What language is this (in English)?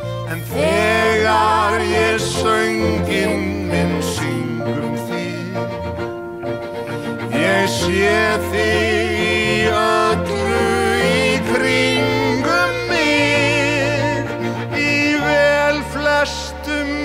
Icelandic